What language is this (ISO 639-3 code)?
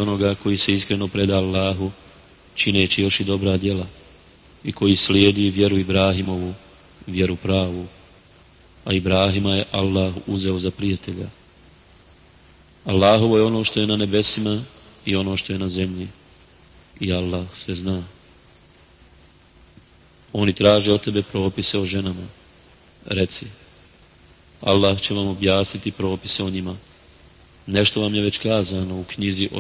bos